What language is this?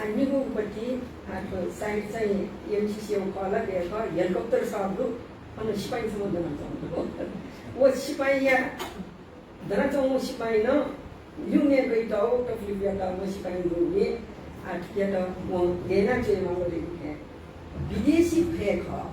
Newari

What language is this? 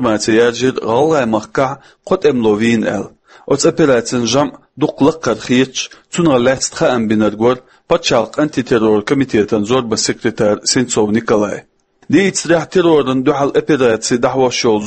Chechen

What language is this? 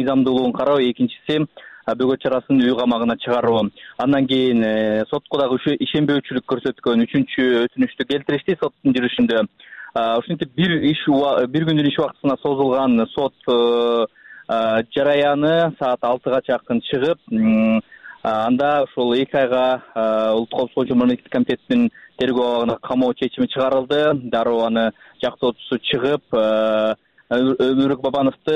Kyrgyz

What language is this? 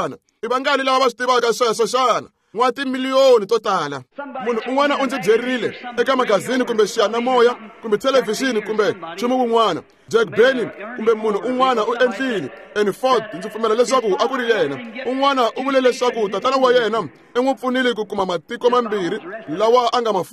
Tsonga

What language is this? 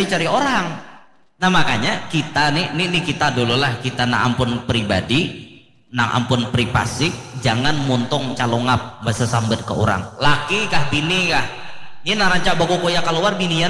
Banjar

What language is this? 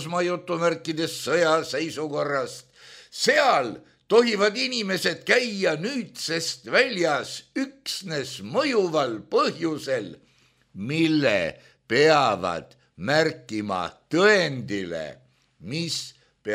Estonian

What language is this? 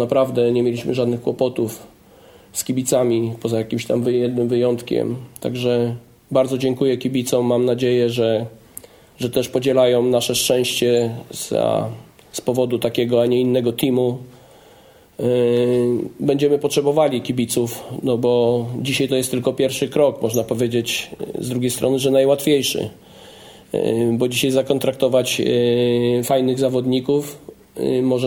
Polish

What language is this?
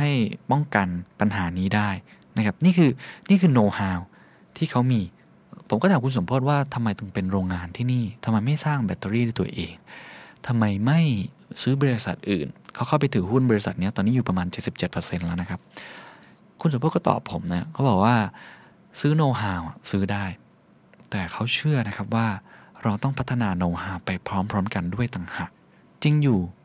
Thai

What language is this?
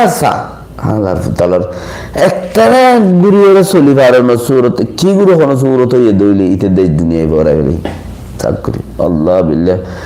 Rohingya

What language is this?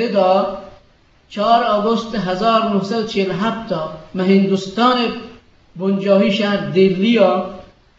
Eastern Balochi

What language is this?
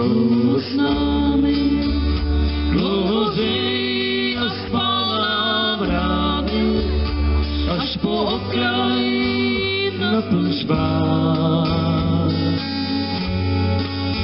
Czech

